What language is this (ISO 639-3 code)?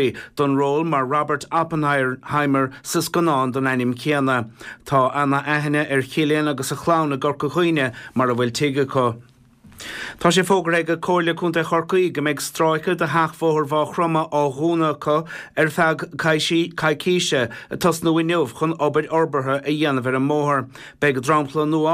gle